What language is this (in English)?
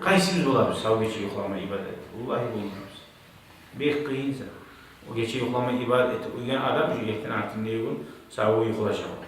Kumyk